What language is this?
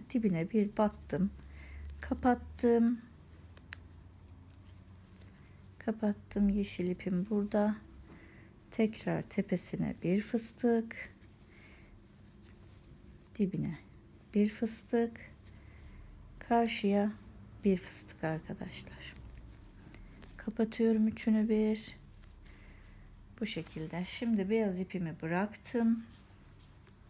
Turkish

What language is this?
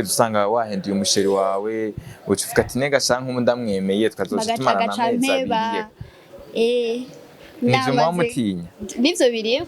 Rundi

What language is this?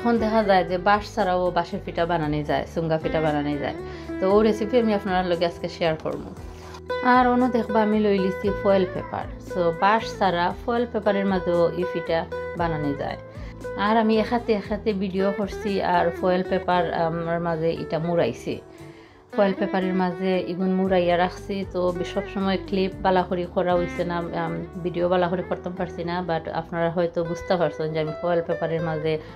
Sylheti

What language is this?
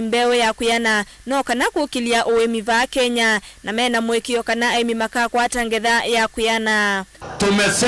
Kamba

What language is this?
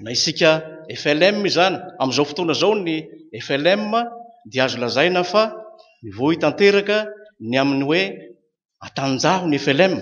Malagasy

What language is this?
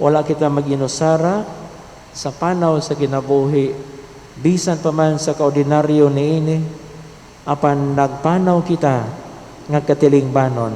Cebuano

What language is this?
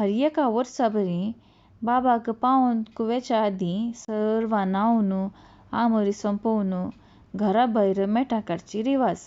Konkani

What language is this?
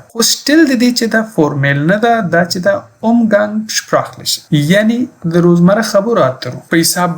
Pashto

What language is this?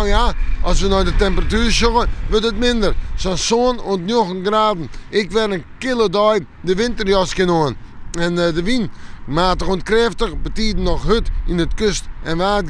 Western Frisian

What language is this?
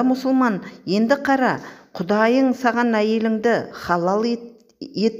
Kazakh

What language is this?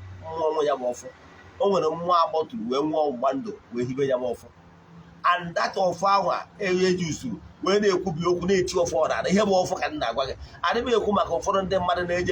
Igbo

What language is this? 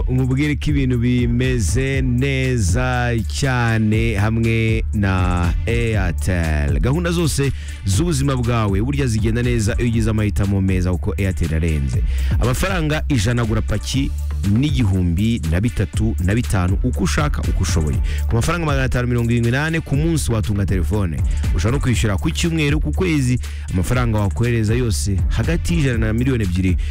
Kinyarwanda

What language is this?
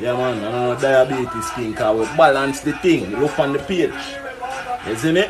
Jamaican Creole English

